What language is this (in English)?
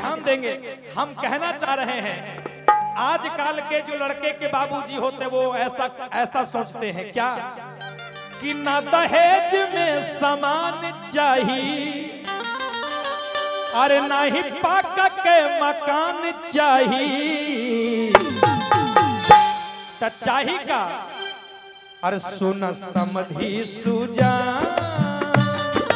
Bhojpuri